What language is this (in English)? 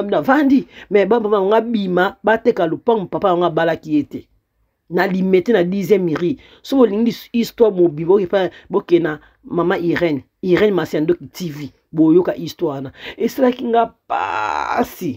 Lingala